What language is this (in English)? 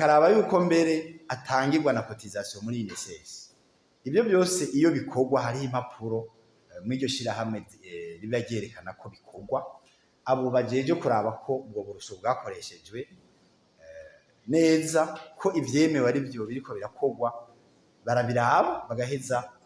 Rundi